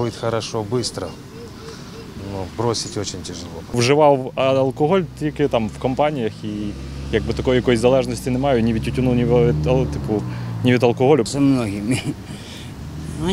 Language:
Ukrainian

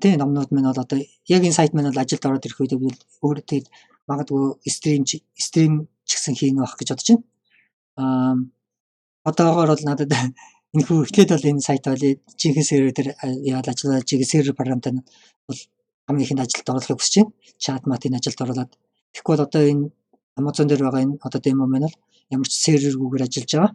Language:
Mongolian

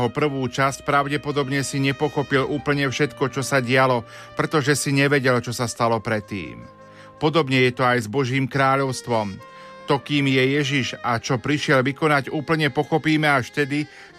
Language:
Slovak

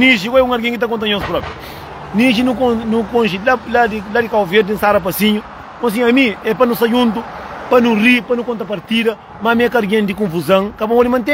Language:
Kabuverdianu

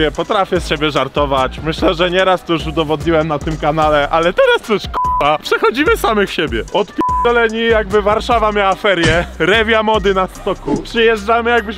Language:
Polish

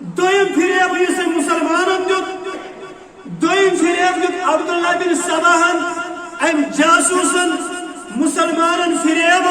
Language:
Kashmiri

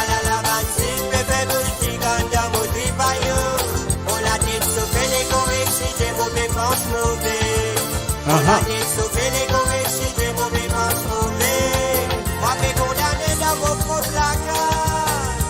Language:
Morisyen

